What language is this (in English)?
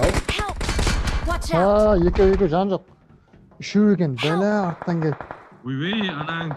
Kara-Kalpak